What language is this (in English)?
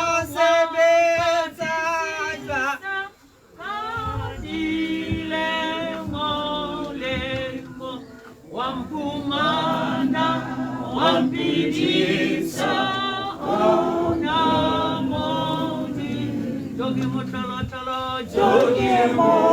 Tswana